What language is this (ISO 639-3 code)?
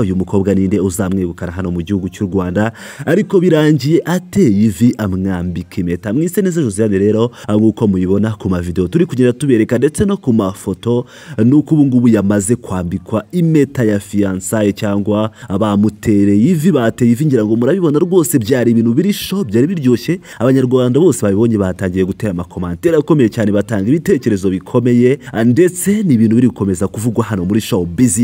kin